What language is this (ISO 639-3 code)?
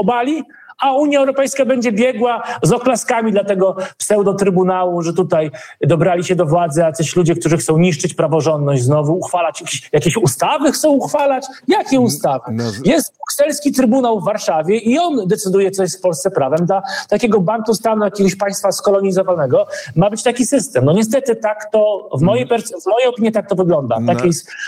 pol